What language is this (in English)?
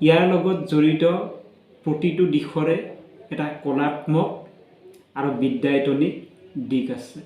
Assamese